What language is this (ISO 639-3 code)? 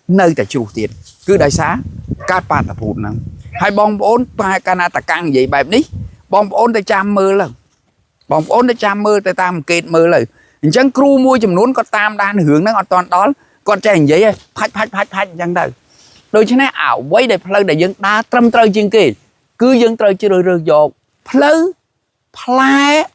khm